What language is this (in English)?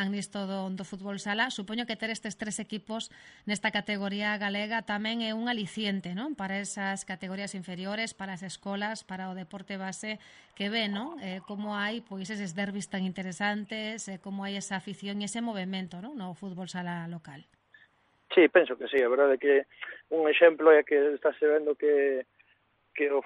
Galician